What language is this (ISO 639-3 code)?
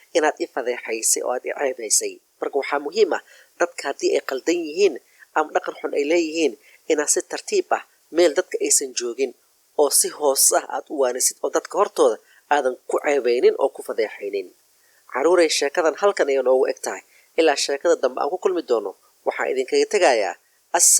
som